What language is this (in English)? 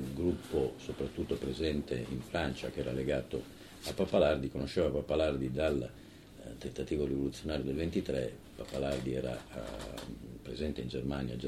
Italian